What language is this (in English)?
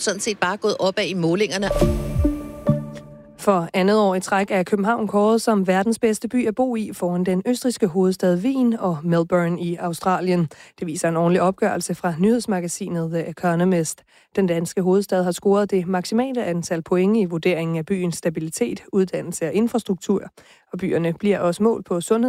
Danish